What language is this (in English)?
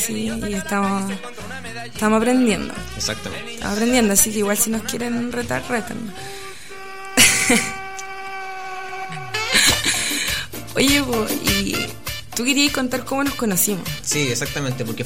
Spanish